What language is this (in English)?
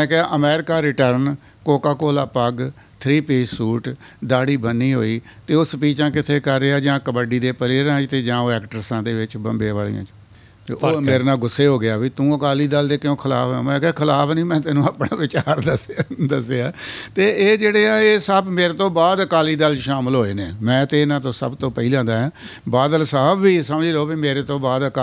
Punjabi